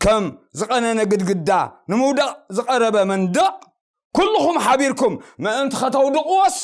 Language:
Tigrinya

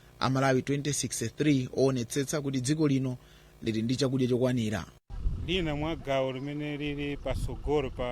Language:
Nyanja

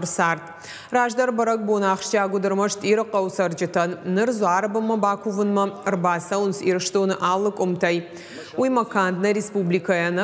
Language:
Ossetic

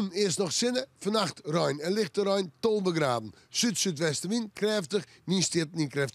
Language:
Western Frisian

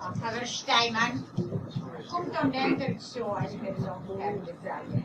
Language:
Yiddish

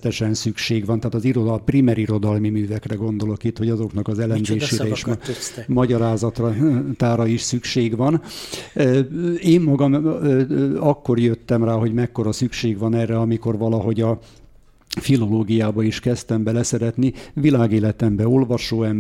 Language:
Hungarian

